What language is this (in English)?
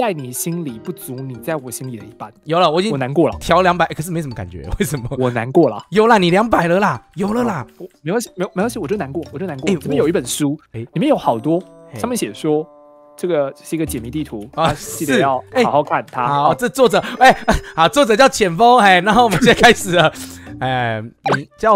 Chinese